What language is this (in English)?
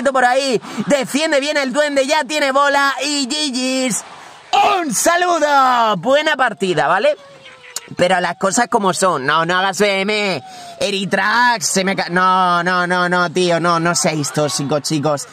Spanish